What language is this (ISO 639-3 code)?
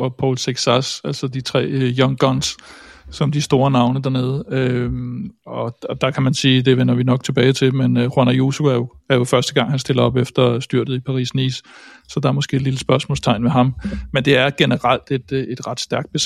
dan